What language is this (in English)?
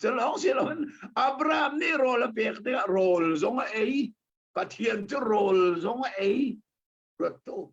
Hakha Chin